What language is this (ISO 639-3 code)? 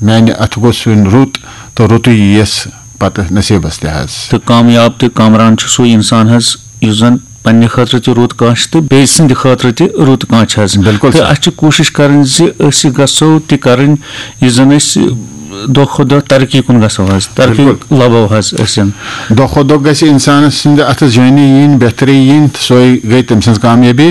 kas